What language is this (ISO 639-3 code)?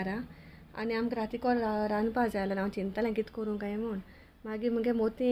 kok